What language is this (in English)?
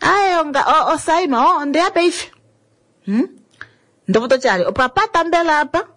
Kuanyama